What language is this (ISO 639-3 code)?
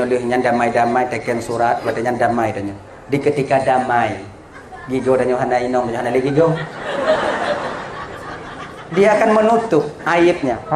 ace